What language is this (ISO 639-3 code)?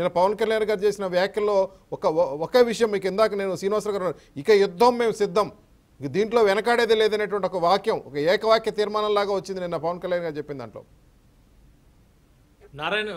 tel